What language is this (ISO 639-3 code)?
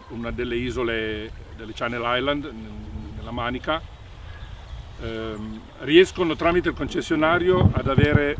ita